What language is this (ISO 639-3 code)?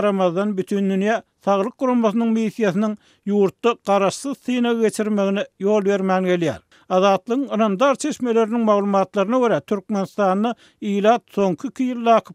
tuk